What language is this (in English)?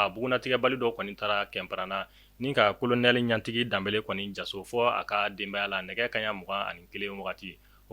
Bambara